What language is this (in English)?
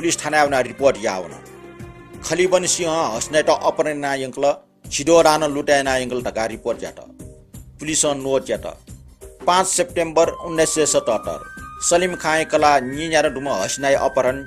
Newari